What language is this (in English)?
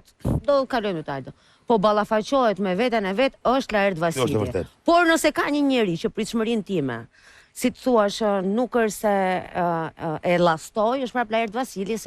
Albanian